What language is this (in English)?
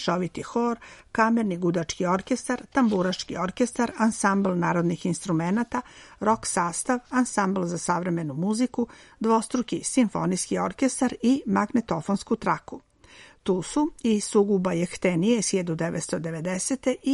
Serbian